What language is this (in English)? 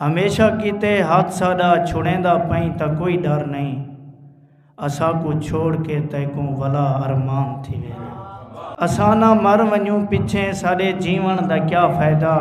Saraiki